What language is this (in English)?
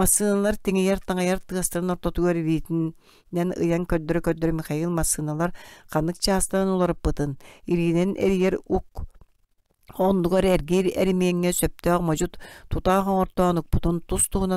Yakut